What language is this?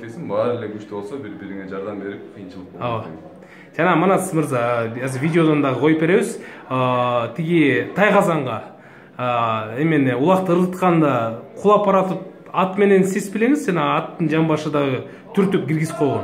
Kyrgyz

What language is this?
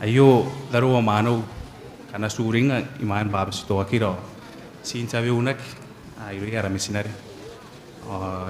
Gilbertese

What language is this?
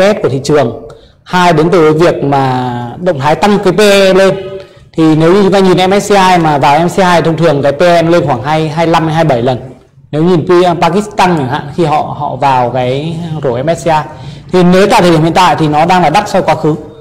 Vietnamese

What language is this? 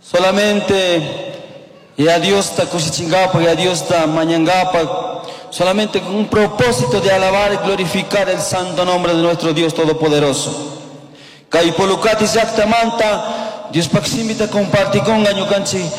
Chimborazo Highland Quichua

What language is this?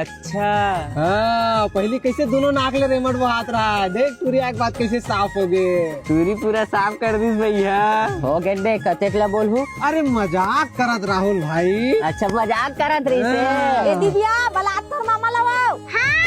Chhattisgarhi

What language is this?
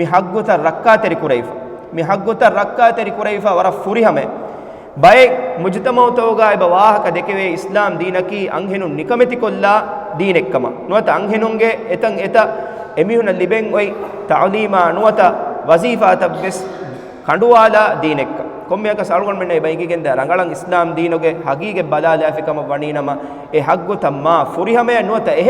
Divehi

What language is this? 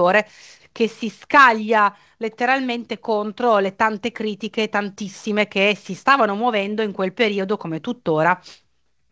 Italian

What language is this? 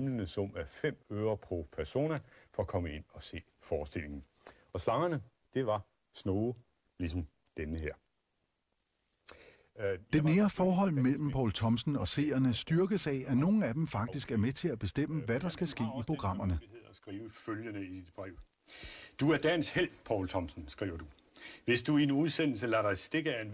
Danish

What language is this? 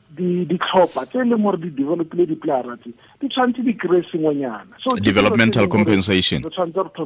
Tswana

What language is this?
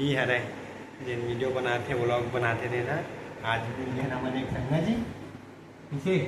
Chhattisgarhi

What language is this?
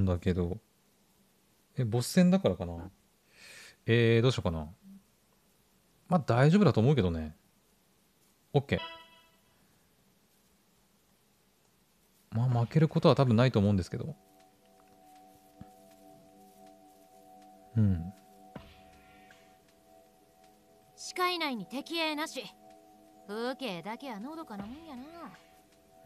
Japanese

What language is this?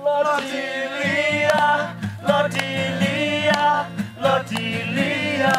S'gaw Karen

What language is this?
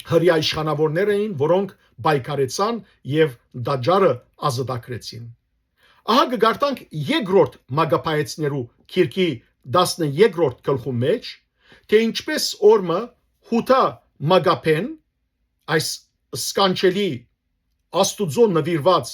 Western Armenian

